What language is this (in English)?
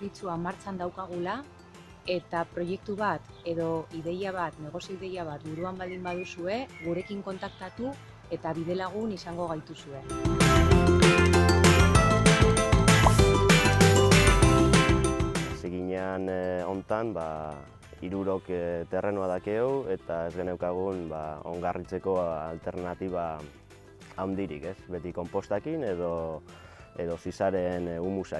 Basque